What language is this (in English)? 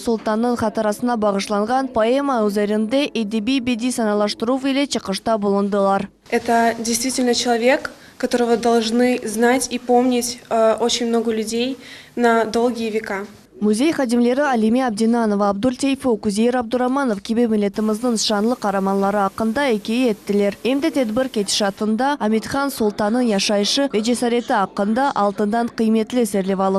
Crimean Tatar